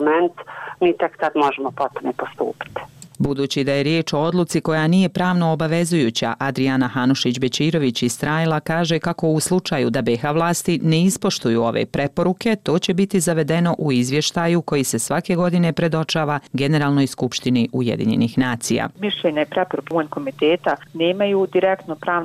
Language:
Bosnian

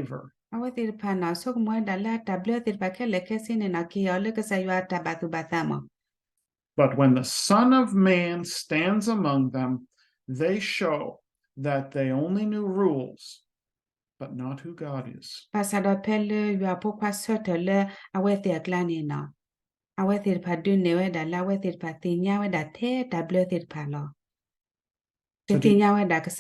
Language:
S'gaw Karen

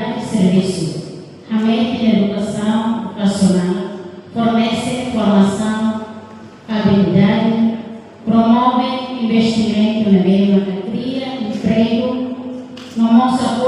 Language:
Tetum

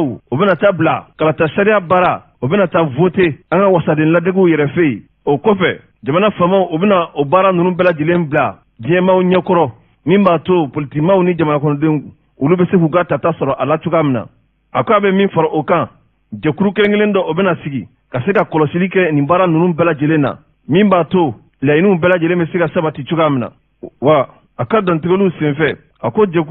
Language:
Bambara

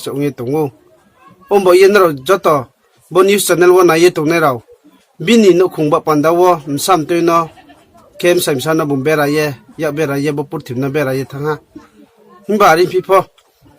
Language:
Riang (India)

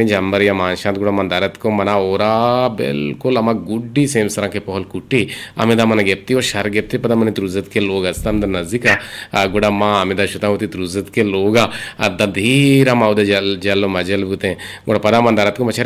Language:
Eastern Balochi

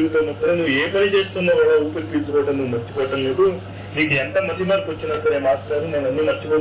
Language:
Telugu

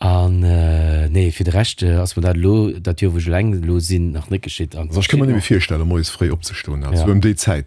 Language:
Luxembourgish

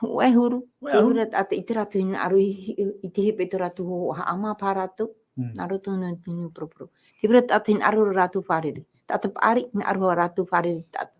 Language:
Tahitian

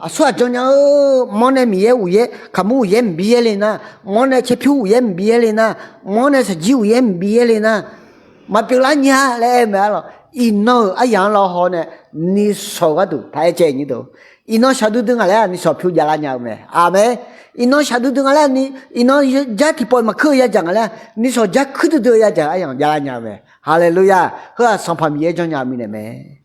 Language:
Akha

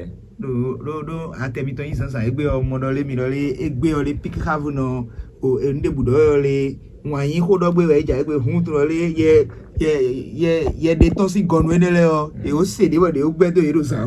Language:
Fon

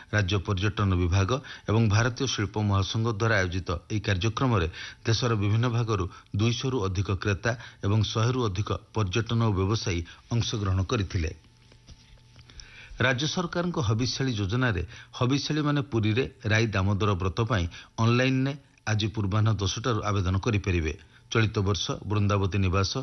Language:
Odia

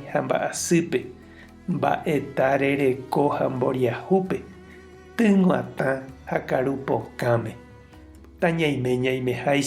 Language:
Guarani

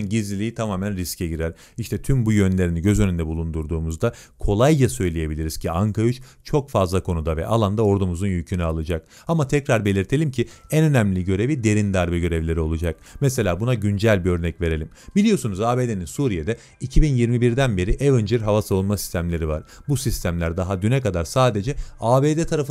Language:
Turkish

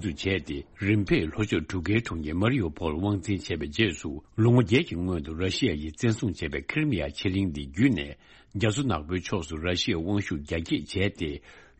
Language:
Tibetan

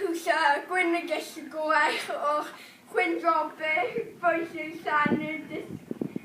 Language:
Welsh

